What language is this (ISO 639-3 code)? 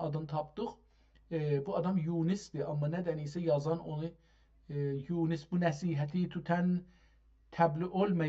azb